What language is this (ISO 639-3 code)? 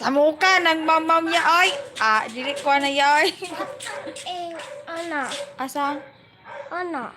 ceb